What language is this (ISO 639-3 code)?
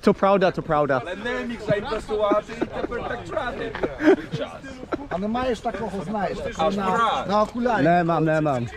rue